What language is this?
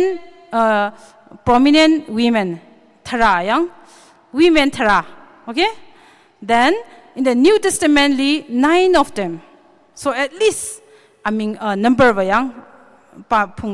Tangkhul Naga (India)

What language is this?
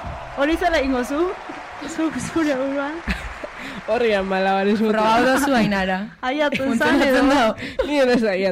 Basque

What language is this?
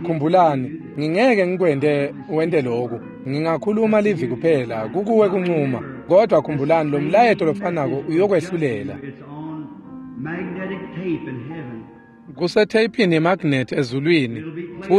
Swati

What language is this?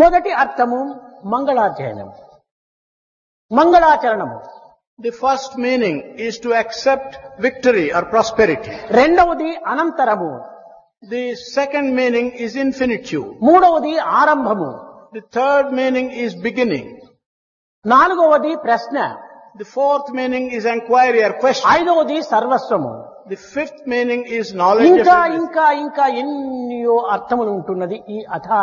Telugu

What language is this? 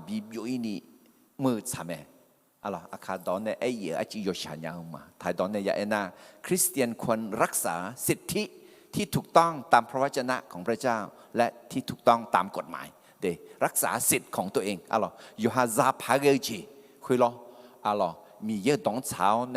Akha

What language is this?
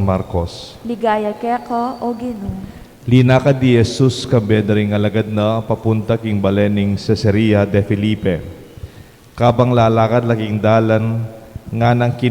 Pampanga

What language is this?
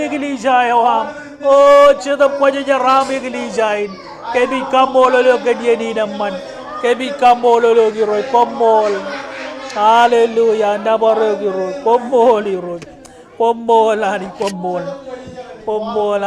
Marshallese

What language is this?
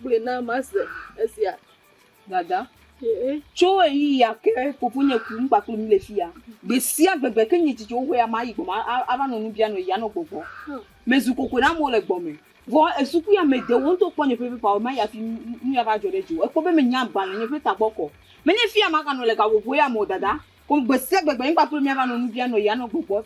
Ewe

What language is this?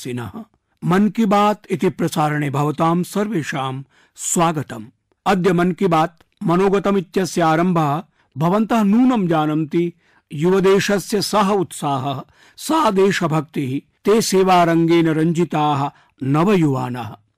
Sanskrit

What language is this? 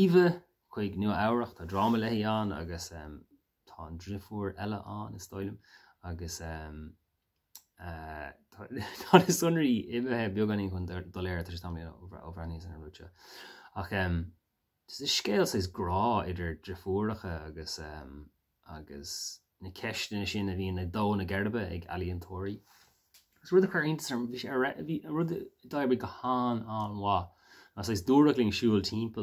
Irish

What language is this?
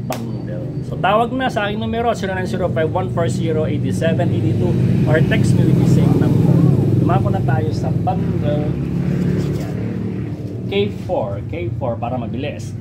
Filipino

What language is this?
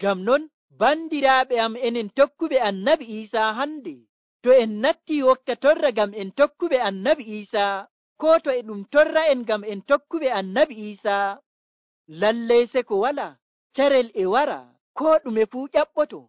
Nigerian Fulfulde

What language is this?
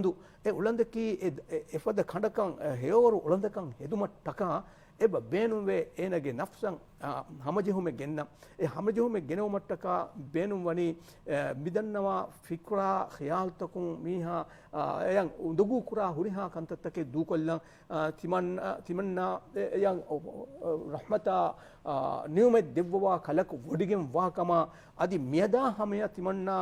Divehi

